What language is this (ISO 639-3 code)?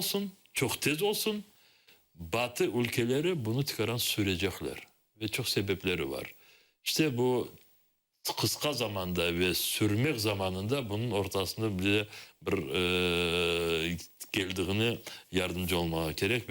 crh